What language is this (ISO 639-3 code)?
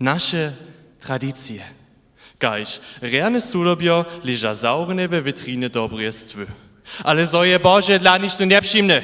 hsb